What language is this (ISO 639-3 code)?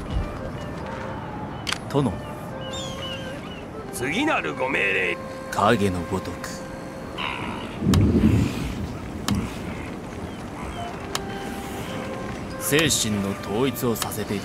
jpn